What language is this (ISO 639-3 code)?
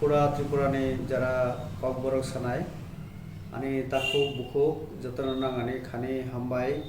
trp